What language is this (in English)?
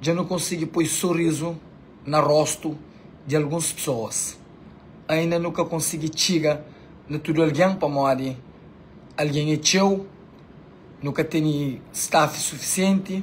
Kabuverdianu